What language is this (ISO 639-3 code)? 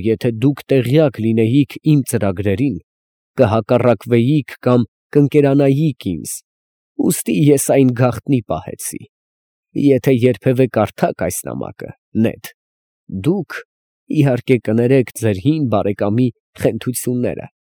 hye